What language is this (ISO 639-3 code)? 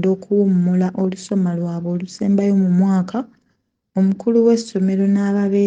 lug